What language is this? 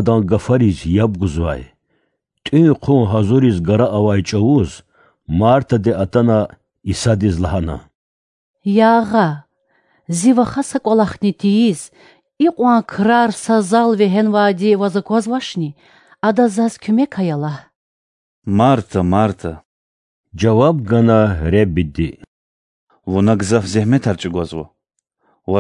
Lezghian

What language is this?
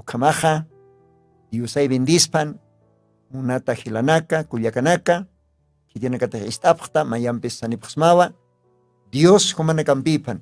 Aymara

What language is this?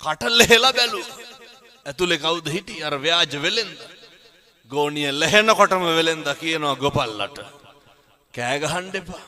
Sinhala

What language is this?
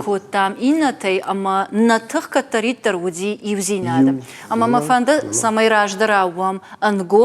Ossetic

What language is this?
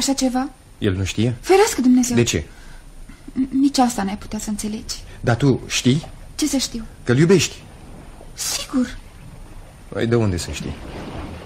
Romanian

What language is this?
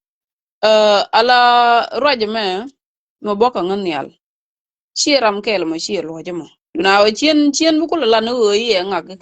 Nuer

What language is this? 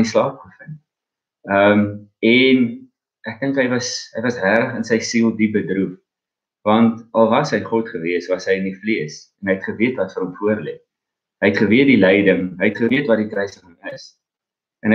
Afrikaans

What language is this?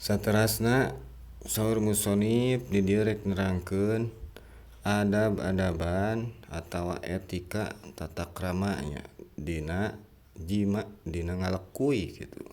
Sundanese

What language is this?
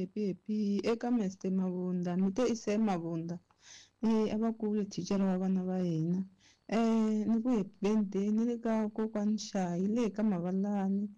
Tsonga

